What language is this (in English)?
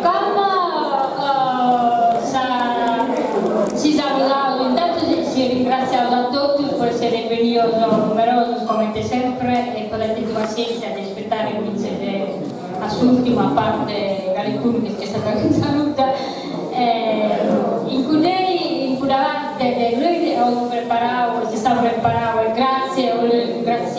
Sardinian